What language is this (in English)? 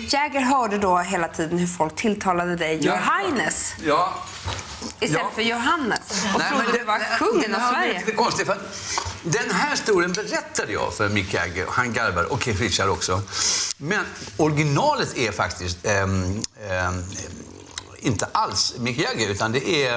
Swedish